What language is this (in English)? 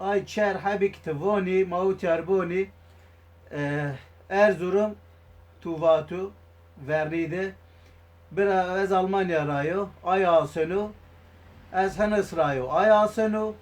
Zaza